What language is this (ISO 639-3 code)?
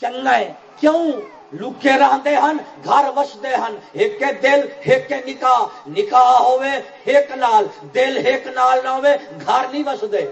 skr